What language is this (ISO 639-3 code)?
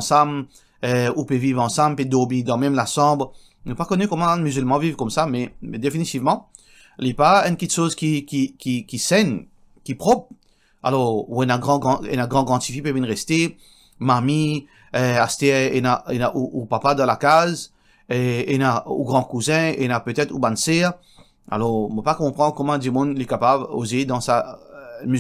mfe